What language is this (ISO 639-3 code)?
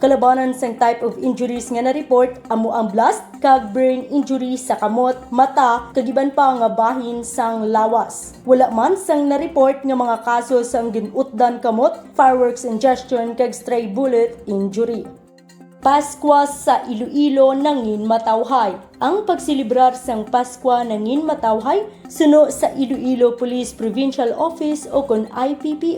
hil